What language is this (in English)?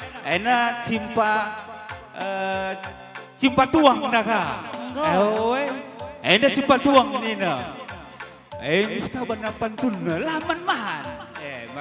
Batak Karo